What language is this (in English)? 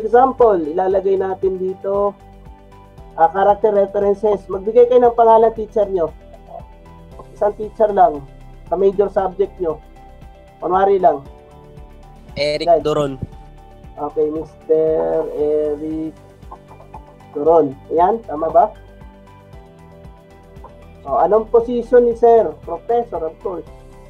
Filipino